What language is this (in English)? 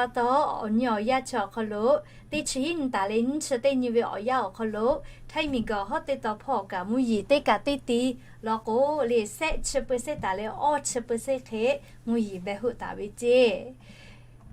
Lahu